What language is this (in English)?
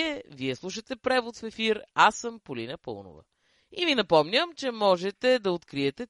Bulgarian